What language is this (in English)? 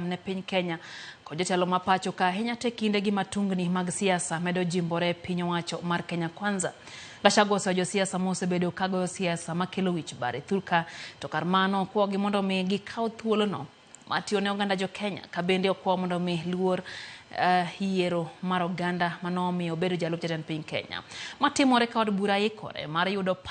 Luo (Kenya and Tanzania)